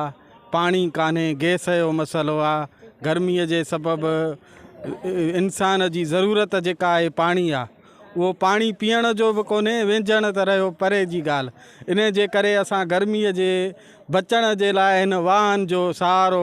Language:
Sindhi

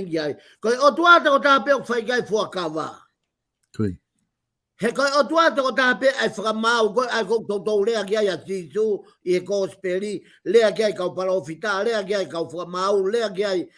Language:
Tongan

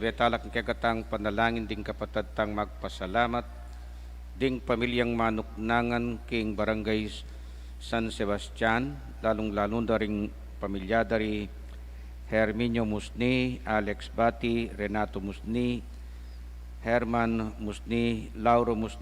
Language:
Pampanga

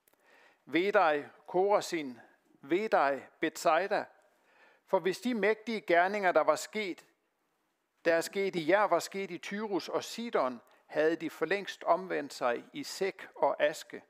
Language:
Danish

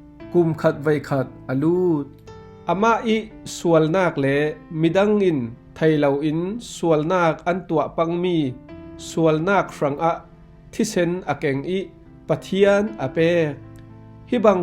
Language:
Falam Chin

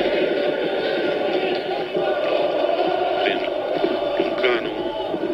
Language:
Romanian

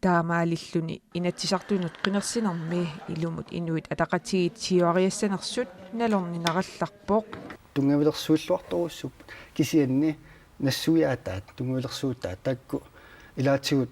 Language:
Kalaallisut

